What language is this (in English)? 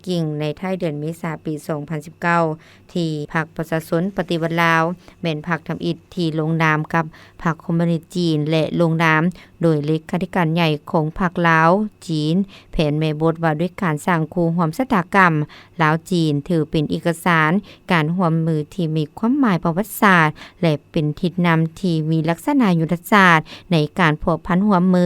Lao